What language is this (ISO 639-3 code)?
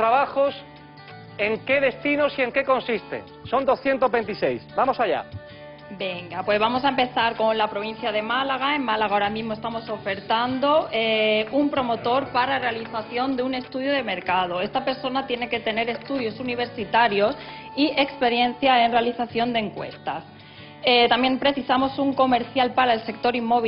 spa